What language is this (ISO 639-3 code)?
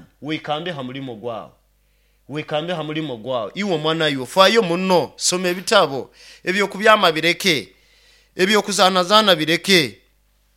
nyo